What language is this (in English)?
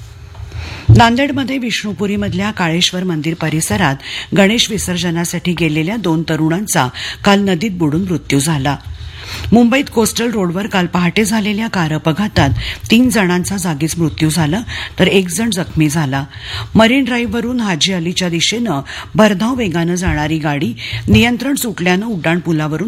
Marathi